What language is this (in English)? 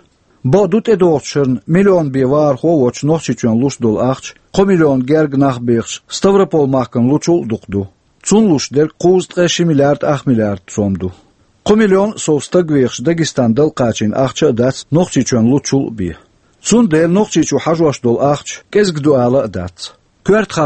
Chechen